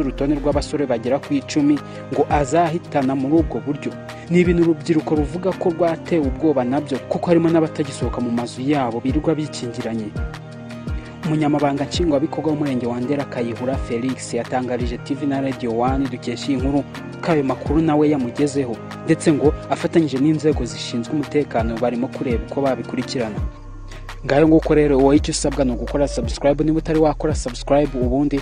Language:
Kinyarwanda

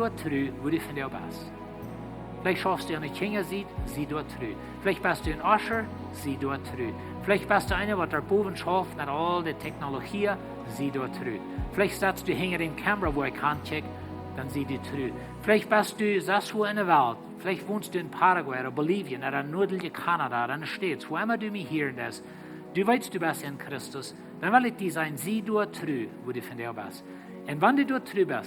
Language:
Plautdietsch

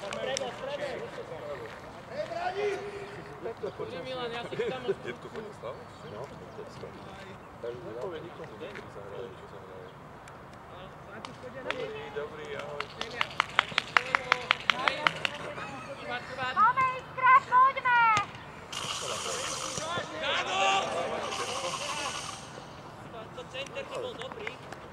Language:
Slovak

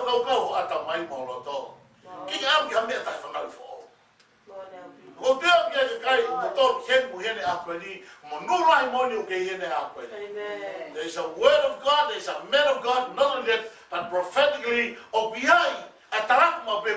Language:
Tongan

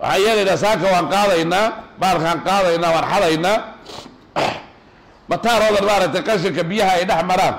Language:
Somali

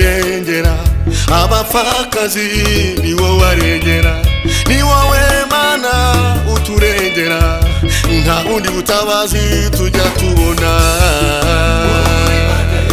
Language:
Kinyarwanda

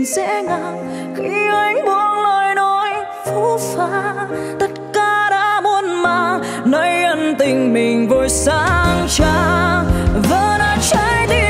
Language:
Vietnamese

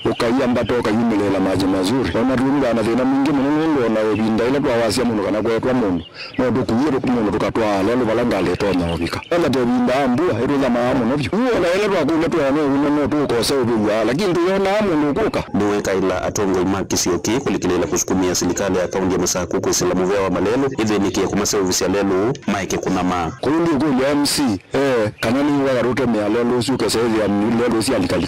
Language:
Kamba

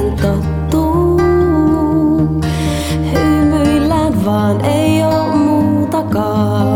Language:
Finnish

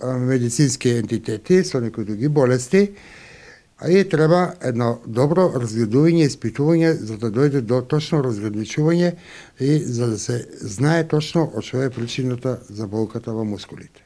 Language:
Macedonian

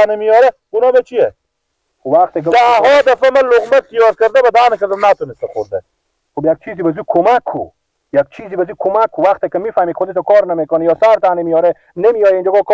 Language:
Persian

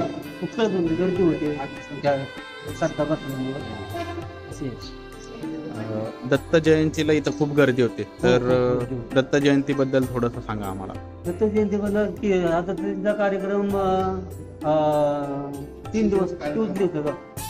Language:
Marathi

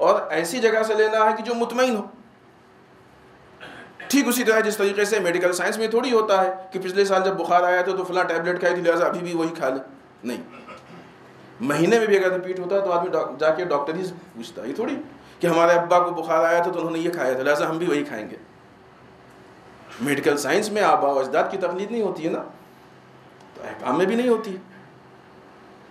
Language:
Urdu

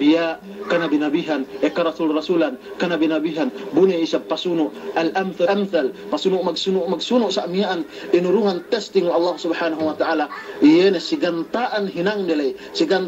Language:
Yakan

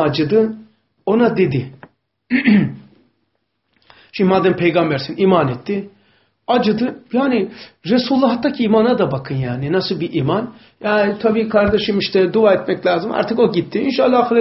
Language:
Turkish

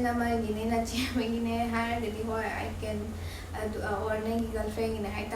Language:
Manipuri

